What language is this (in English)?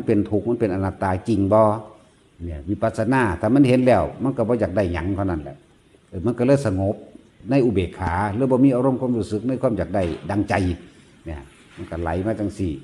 Northeastern Thai